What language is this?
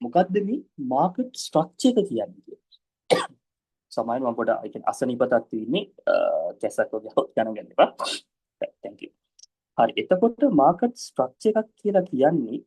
Sinhala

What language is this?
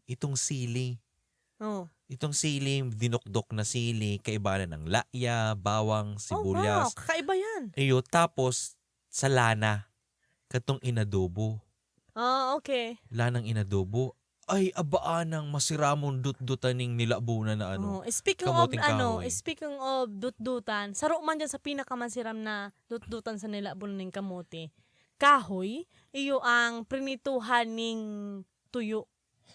Bikol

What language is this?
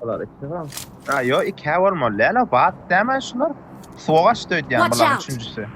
Turkmen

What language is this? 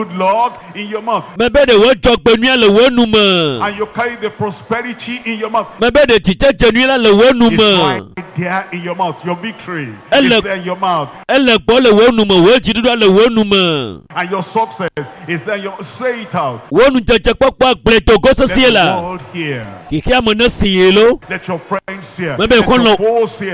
Ewe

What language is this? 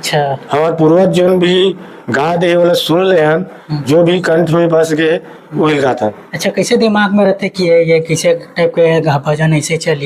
Chhattisgarhi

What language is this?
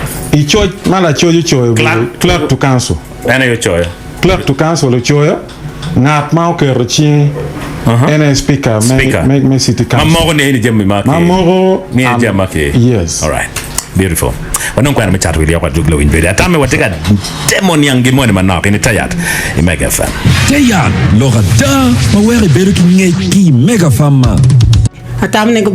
Acoli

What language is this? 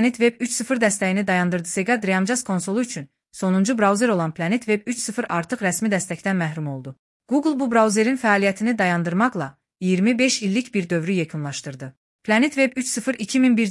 Azerbaijani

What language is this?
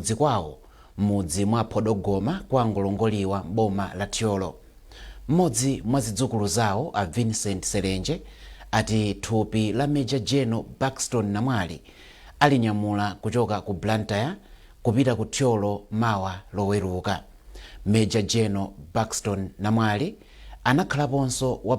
Nyanja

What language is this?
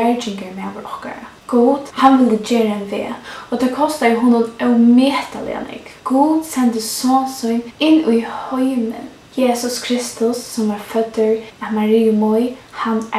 Faroese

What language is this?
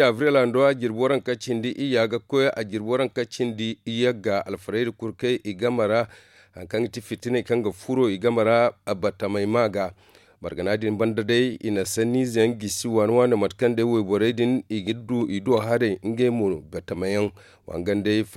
Zarma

